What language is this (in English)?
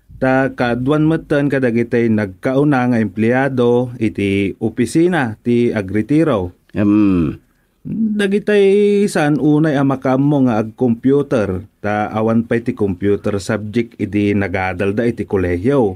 Iloko